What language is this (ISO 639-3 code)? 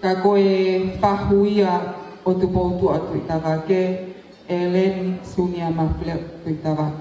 ton